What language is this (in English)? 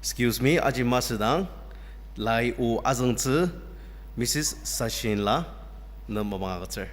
Ao Naga